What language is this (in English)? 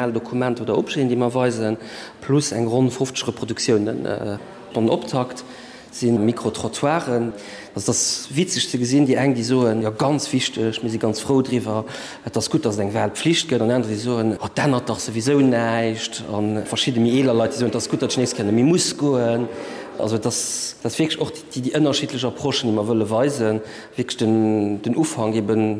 Luxembourgish